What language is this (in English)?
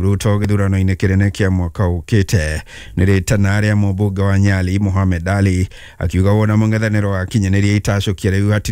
Kikuyu